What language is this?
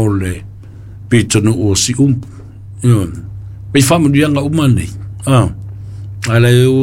Samoan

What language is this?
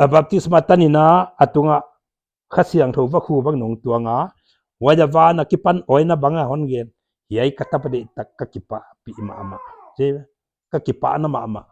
Paite Chin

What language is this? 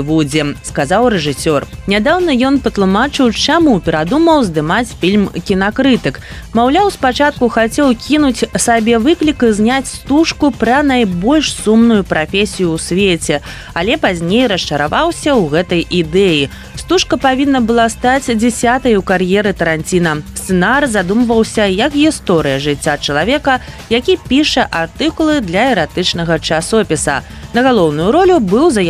Belarusian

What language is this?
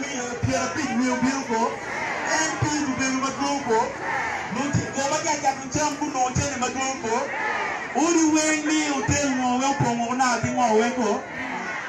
Acoli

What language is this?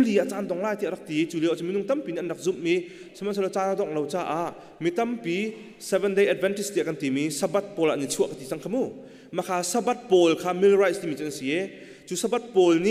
Hakha Chin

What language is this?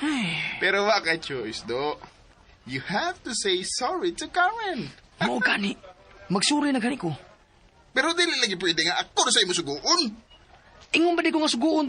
Cebuano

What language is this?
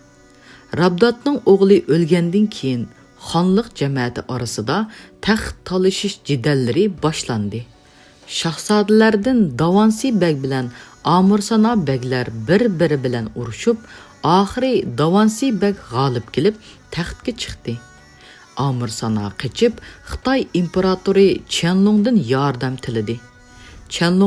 Uyghur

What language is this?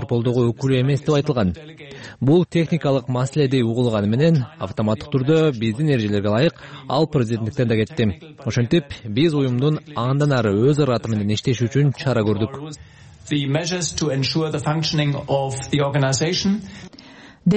Kyrgyz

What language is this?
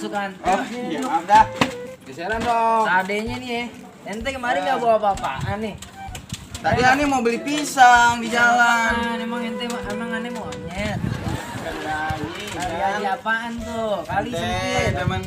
Betawi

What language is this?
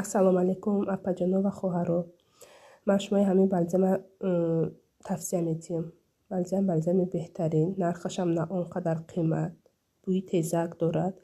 Tajik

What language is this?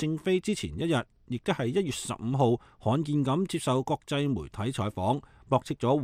Cantonese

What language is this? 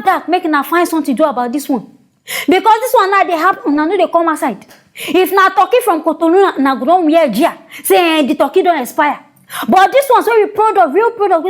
Nigerian Pidgin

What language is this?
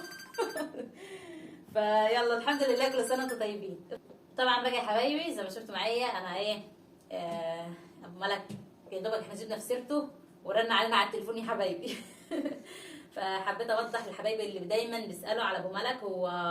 Egyptian Arabic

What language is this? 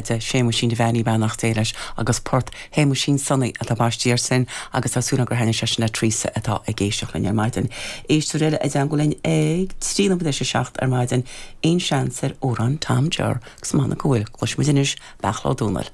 Irish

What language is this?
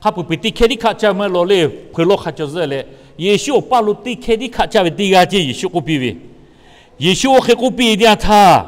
Lahu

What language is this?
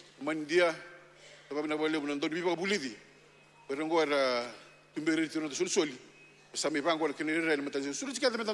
Fijian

